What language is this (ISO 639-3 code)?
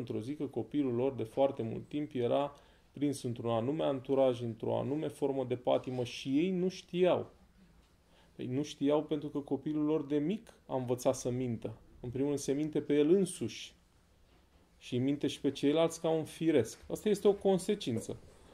ron